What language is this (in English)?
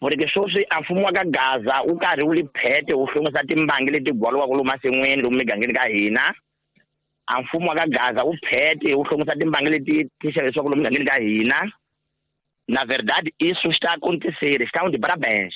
Tsonga